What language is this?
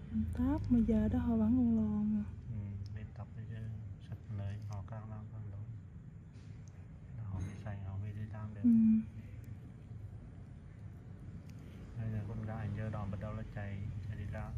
Vietnamese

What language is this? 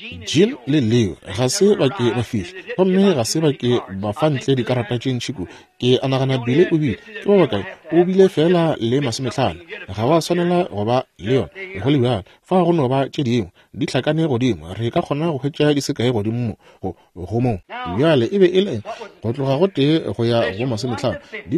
Northern Sotho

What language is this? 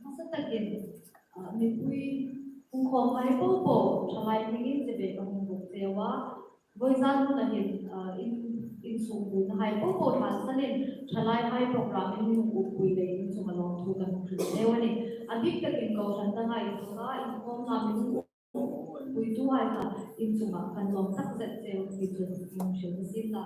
Hmar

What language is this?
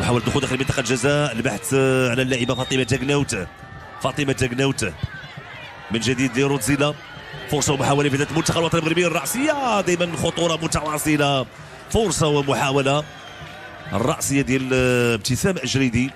Moroccan Arabic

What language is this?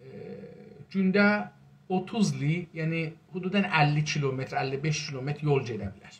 South Azerbaijani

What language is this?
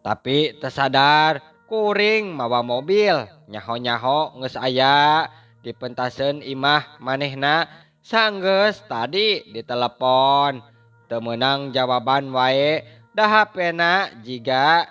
Sundanese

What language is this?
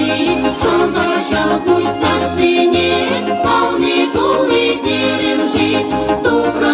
Chuvash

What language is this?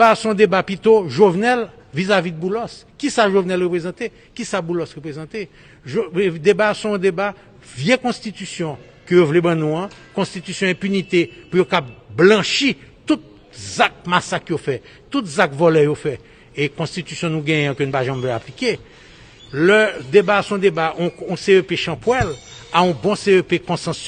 Haitian Creole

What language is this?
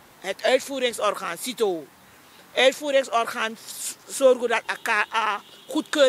Sranan Tongo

